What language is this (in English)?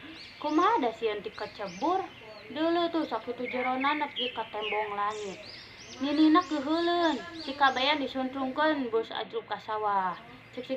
Sundanese